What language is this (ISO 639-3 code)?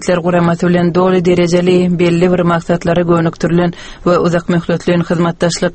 tuk